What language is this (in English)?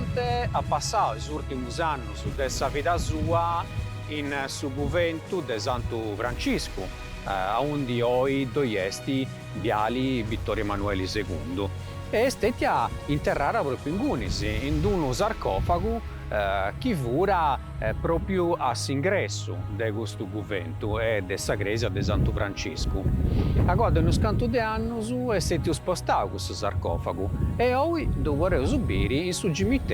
Sardinian